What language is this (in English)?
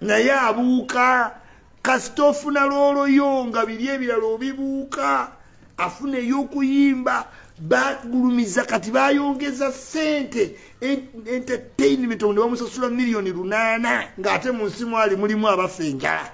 Ganda